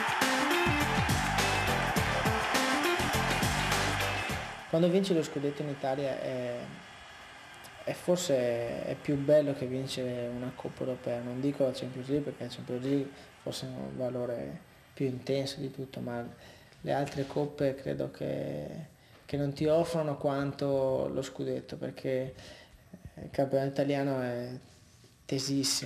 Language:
Italian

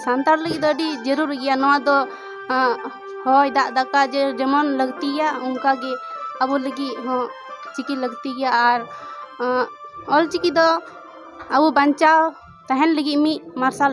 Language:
Santali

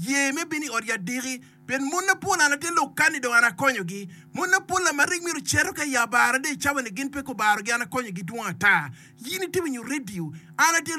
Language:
Acoli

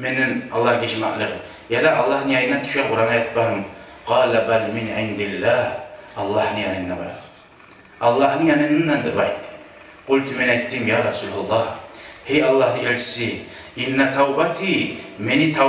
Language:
Kumyk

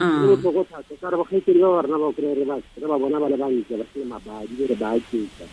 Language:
Tswana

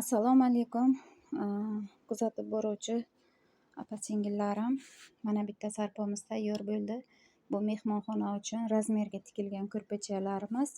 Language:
Uzbek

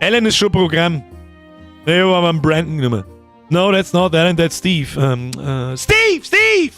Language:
Bavarian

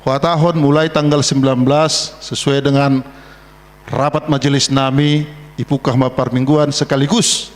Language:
Batak Simalungun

